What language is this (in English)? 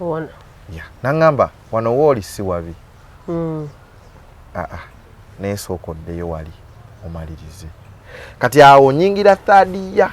Ganda